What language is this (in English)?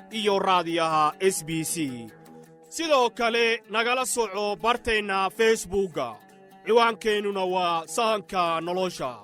Somali